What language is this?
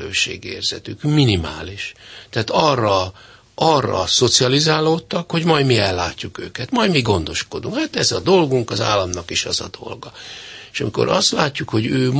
Hungarian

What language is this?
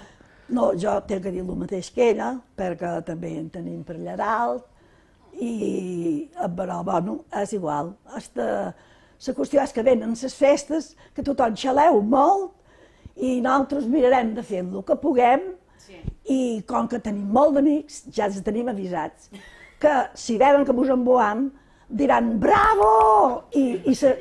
Catalan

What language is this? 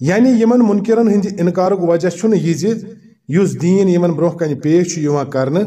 Kashmiri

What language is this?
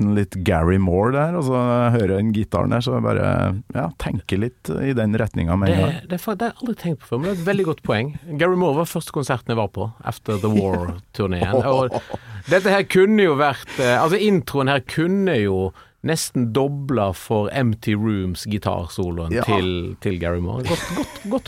Norwegian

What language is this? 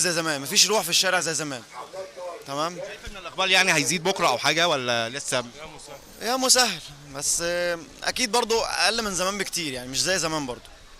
Egyptian Arabic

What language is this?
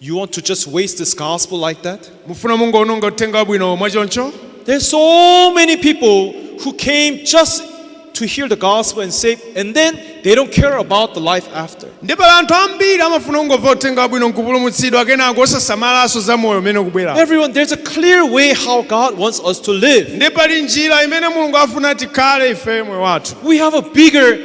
Nyanja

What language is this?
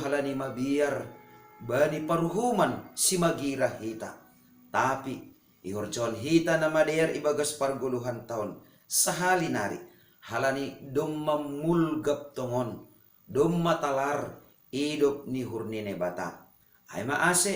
Batak Simalungun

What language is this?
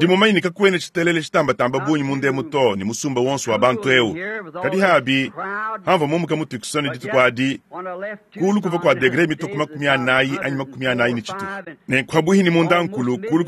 Luba-Lulua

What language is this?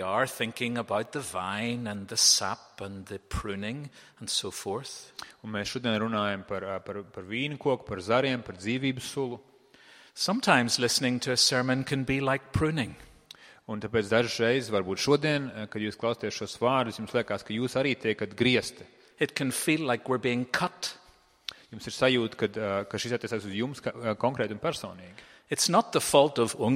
Latvian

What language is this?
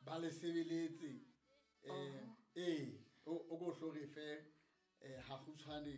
Southern Sotho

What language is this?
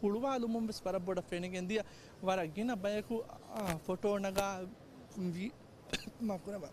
Divehi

